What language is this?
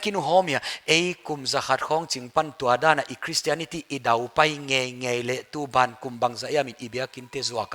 Paite Chin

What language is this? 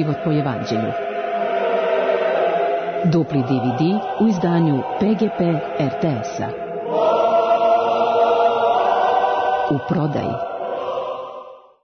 Serbian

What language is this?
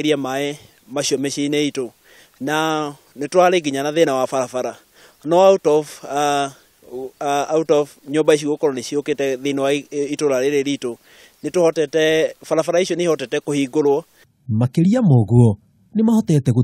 Kikuyu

